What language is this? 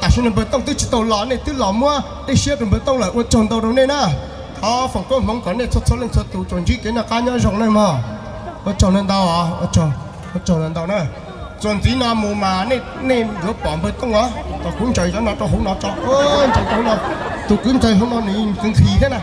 Hmong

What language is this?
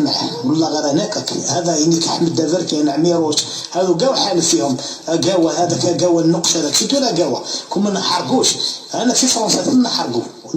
Algerian Arabic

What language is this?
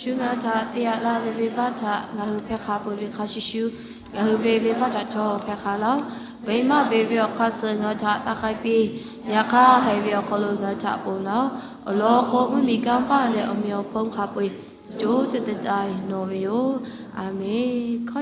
Lahu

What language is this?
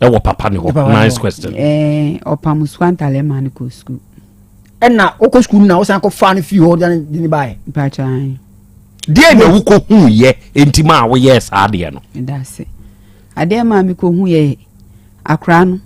Akan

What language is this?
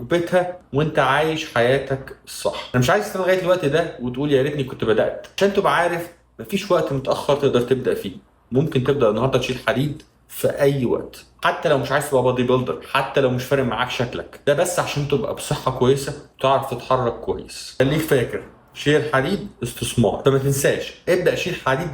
Egyptian Arabic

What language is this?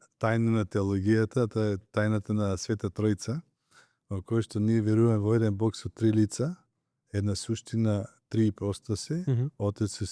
Macedonian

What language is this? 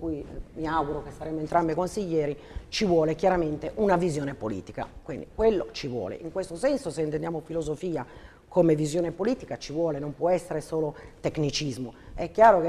Italian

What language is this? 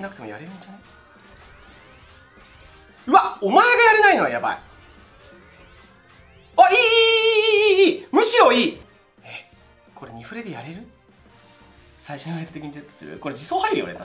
Japanese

